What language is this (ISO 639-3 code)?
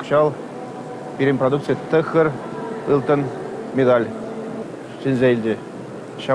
chv